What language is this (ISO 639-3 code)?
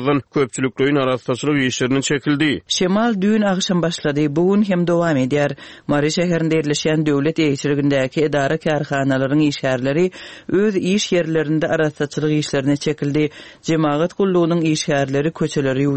tuk